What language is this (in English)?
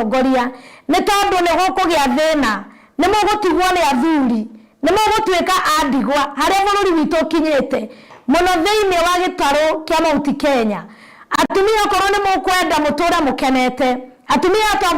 Kikuyu